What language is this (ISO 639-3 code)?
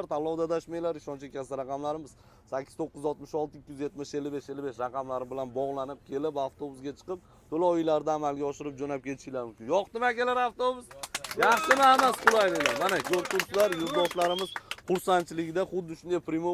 uzb